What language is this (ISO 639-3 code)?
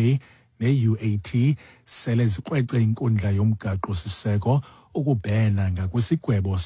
xho